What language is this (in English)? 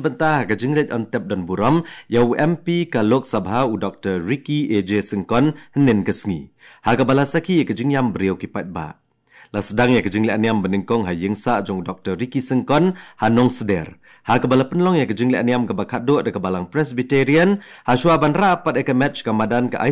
Khasi